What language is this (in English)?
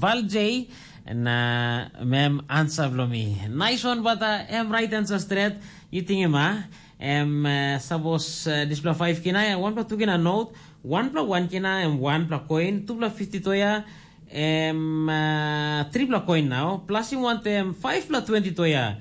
Tok Pisin